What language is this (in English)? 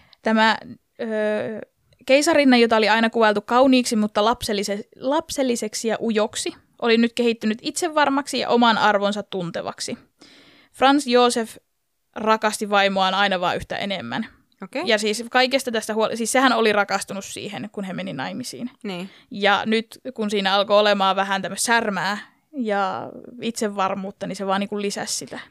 Finnish